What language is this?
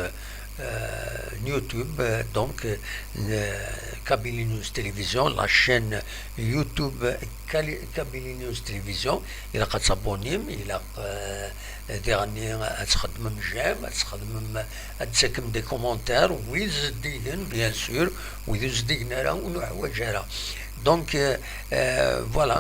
Kabyle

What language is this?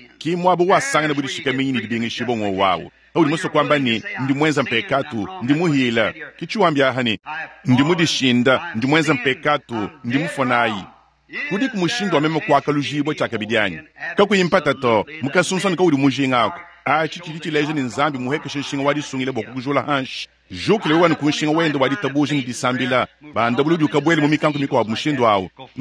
Luba-Lulua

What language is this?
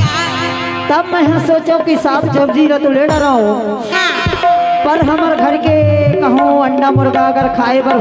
Chhattisgarhi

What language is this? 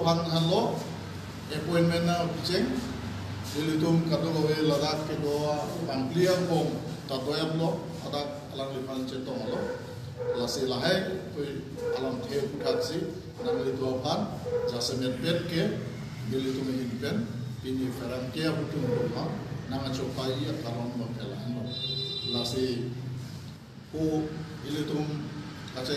Karbi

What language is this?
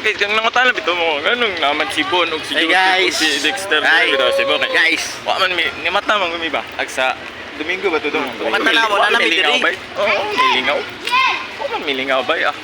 Cebuano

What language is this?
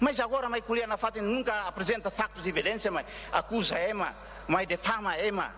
Tetum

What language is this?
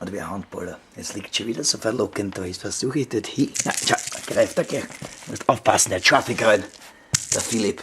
Bavarian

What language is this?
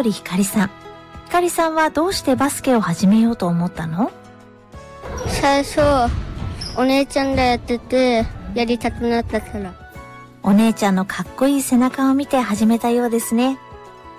Japanese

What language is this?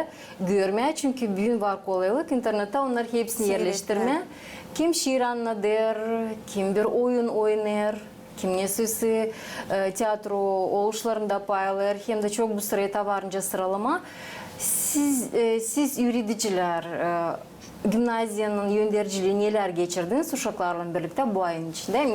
Gagauz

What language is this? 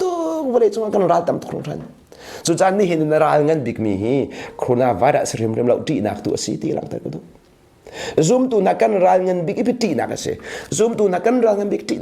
Hakha Chin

